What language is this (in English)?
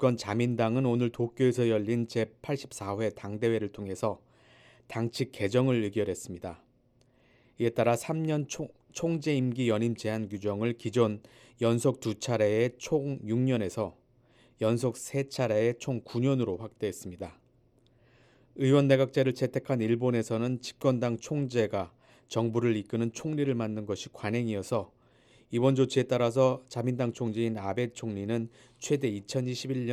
Korean